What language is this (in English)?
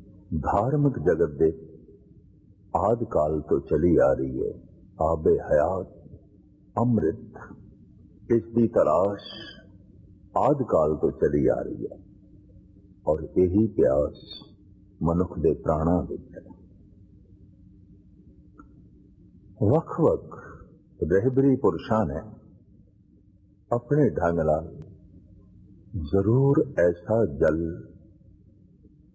Punjabi